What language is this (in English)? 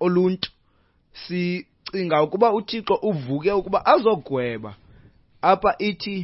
Xhosa